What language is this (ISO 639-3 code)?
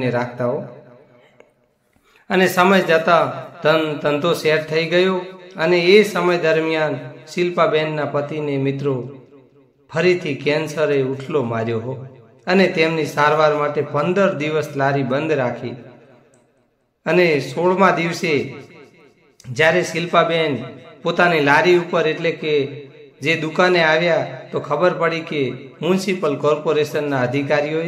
guj